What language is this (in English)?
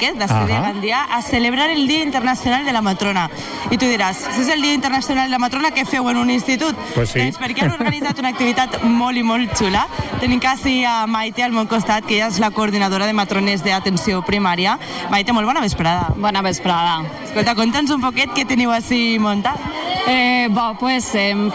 Catalan